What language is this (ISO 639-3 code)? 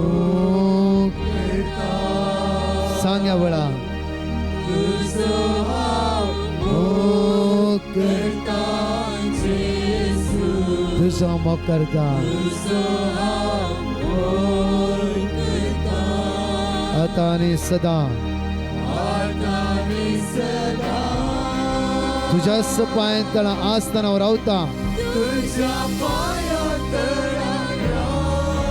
kok